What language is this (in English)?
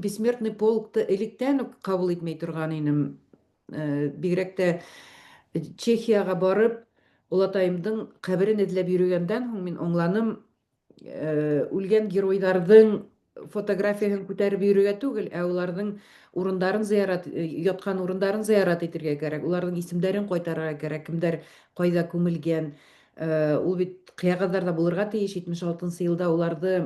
Bashkir